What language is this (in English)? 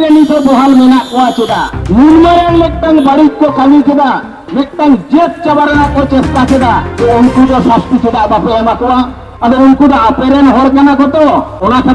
Santali